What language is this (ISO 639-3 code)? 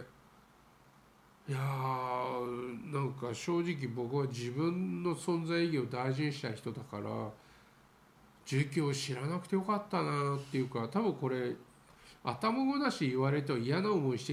jpn